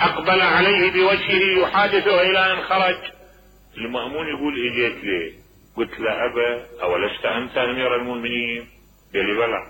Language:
Mesopotamian Arabic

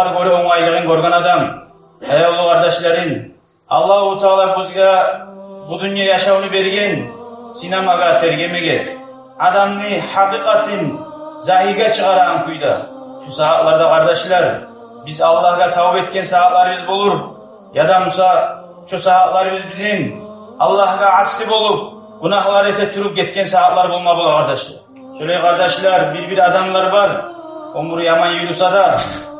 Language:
Kumyk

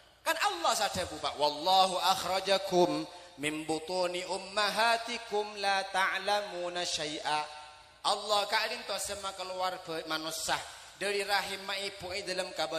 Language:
Madurese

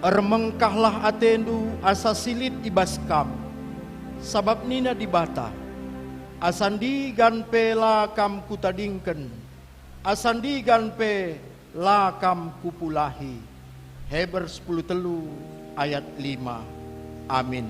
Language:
Batak Karo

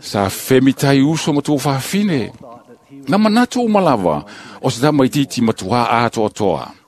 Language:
Samoan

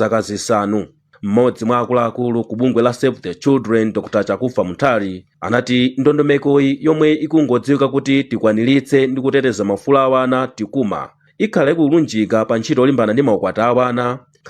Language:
Nyanja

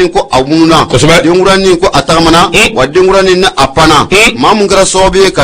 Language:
Bambara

